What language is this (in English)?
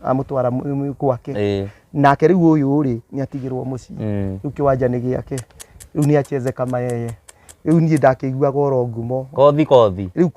Kikuyu